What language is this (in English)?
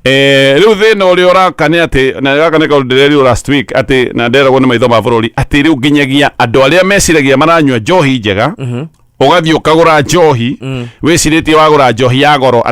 Kikuyu